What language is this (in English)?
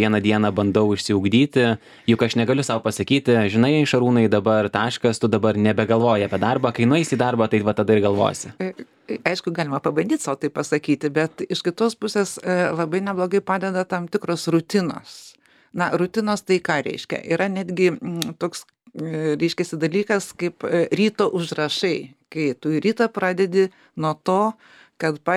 Lithuanian